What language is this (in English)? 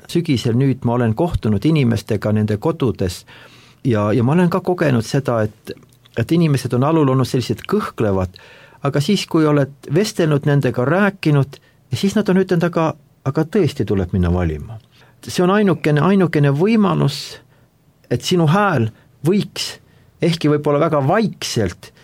Estonian